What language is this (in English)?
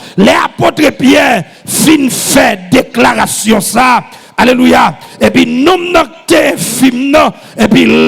Haitian Creole